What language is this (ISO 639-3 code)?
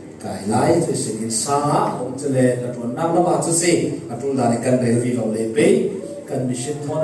cfm